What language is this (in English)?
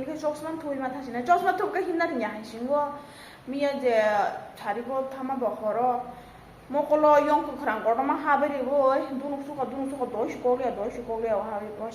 Kok Borok